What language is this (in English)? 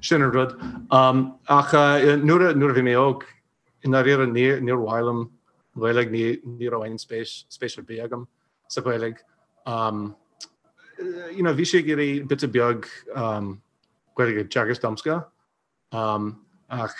Irish